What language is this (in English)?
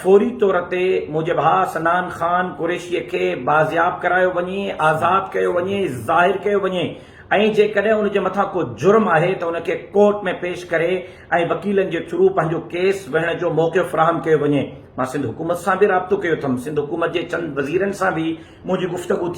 Sindhi